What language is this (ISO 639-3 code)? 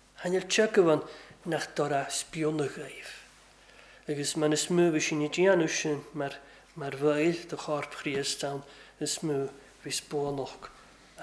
cym